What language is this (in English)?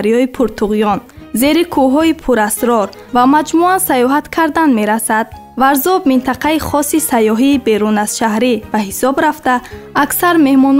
Tajik